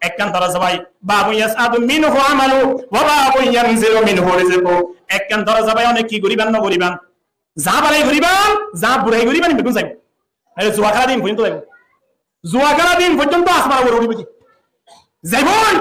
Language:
Rohingya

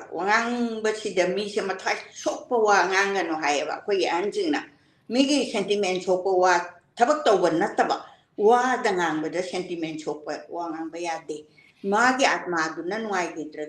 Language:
Manipuri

